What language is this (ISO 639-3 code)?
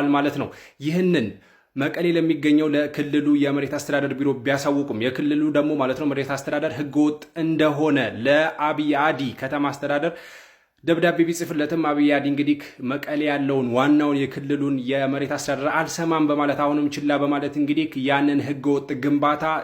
amh